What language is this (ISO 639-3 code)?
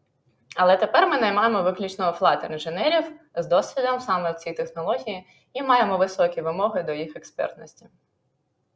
ukr